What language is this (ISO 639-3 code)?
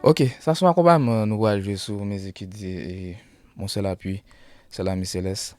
hat